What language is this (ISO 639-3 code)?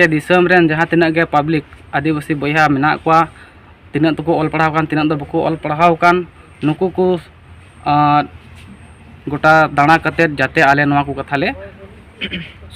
sat